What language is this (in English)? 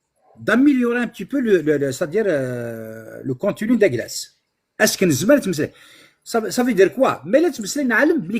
Kabyle